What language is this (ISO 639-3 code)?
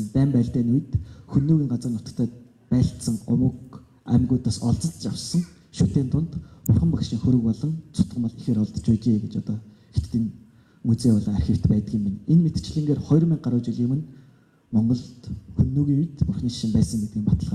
mon